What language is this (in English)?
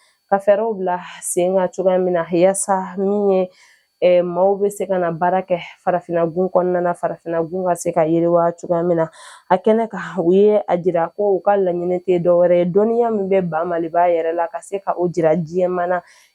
Bambara